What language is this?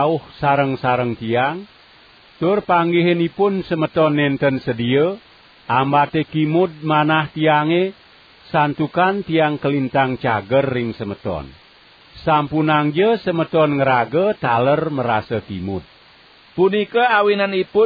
Balinese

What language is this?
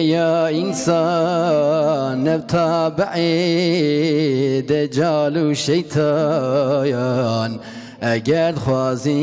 Kurdish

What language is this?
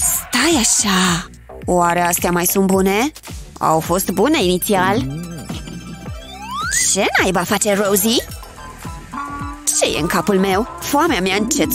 Romanian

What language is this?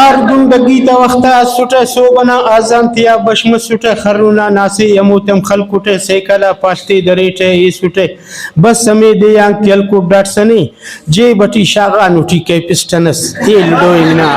Brahui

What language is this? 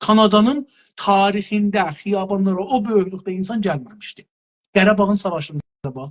South Azerbaijani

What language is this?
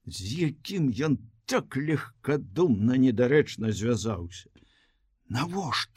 Belarusian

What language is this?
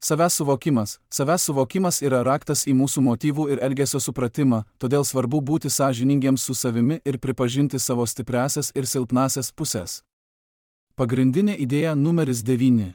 Lithuanian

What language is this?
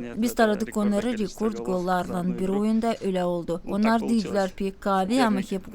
Gagauz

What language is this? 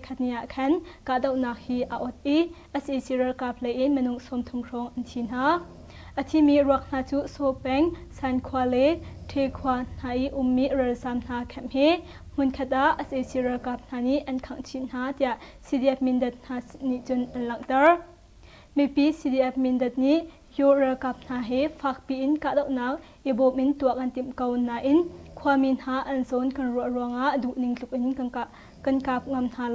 Hakha Chin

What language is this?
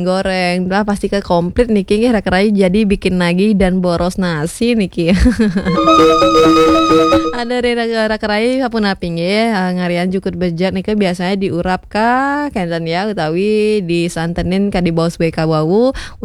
Balinese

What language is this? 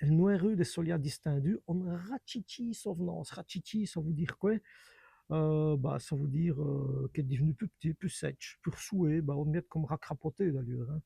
Walloon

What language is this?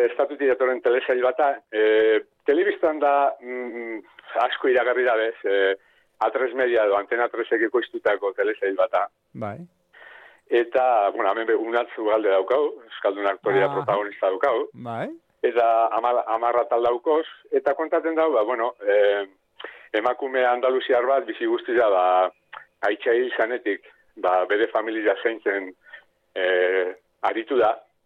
Basque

